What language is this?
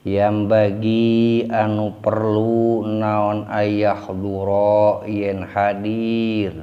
Sundanese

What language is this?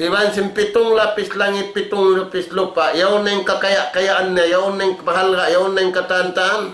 Tausug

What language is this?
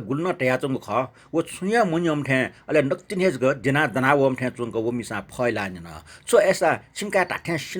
Newari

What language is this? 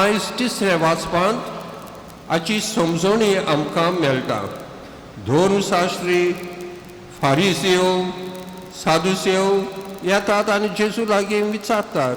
Konkani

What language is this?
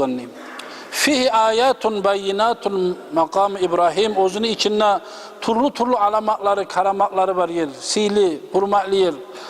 Kumyk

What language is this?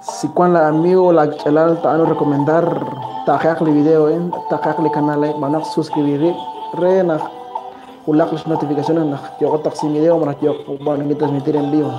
Kekchí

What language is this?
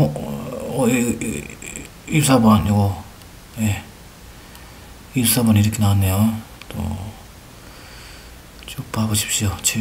Korean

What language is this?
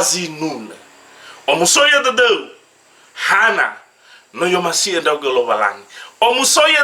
Nias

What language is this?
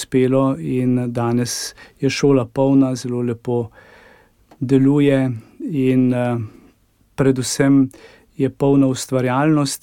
Slovenian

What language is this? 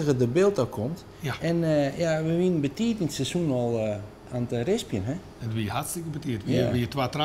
Western Frisian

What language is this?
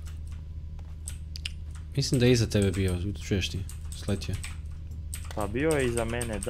Croatian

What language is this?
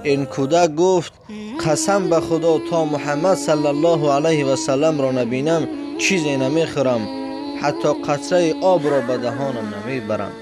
Tajik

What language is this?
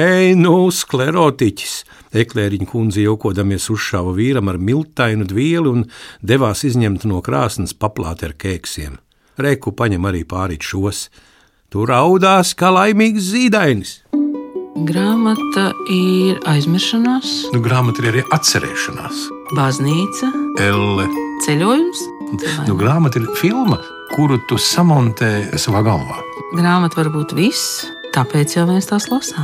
Latvian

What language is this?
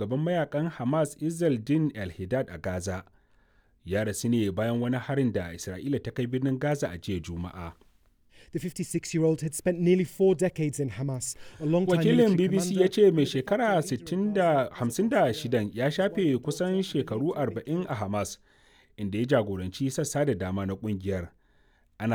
Hausa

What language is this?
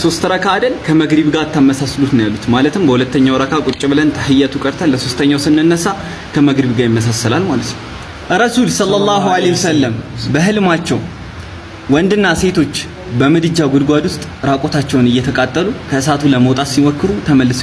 Amharic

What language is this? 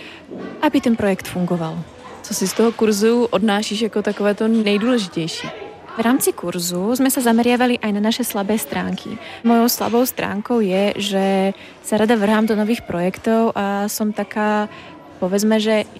Slovak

